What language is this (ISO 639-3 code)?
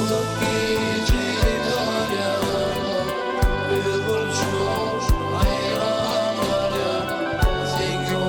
tuk